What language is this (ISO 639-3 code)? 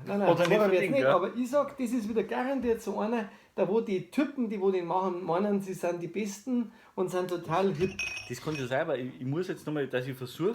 bar